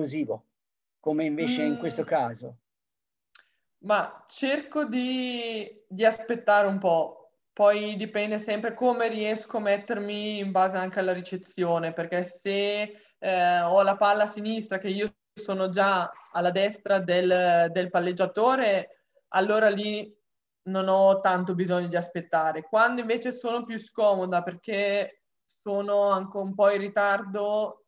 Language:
Italian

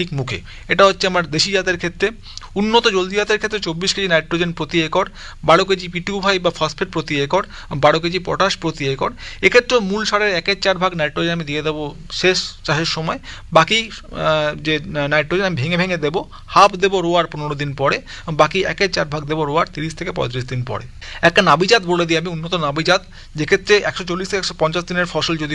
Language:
Bangla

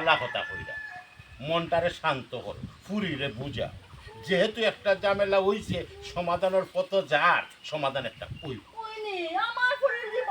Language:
Sylheti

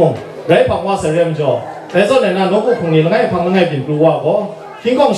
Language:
Kachin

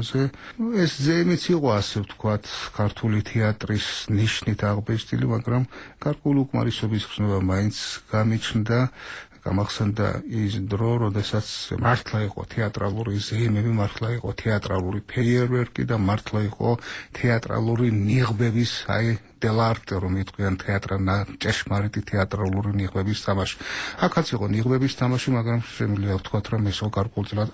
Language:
Georgian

